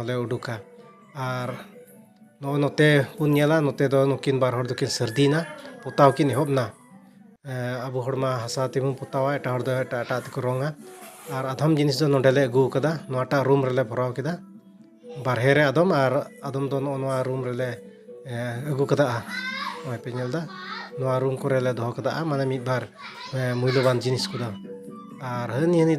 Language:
Santali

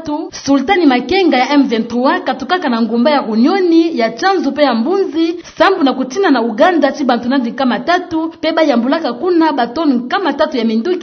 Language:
Kituba (Democratic Republic of Congo)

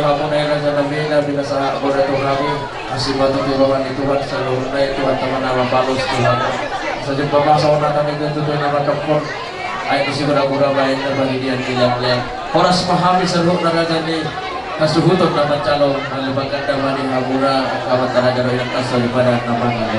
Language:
Batak Toba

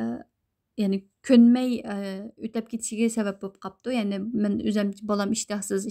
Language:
Uyghur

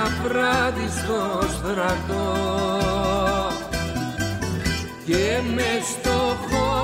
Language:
Greek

